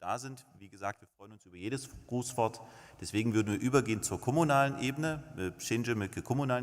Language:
Upper Sorbian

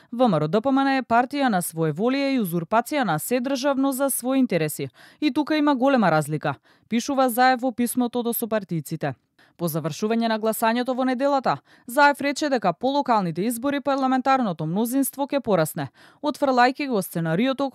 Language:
Macedonian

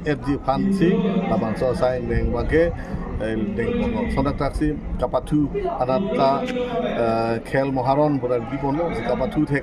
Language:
Karbi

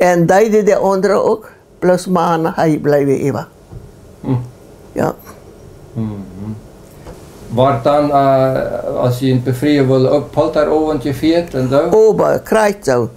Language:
Plautdietsch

